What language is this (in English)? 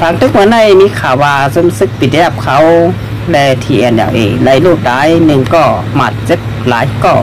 Shan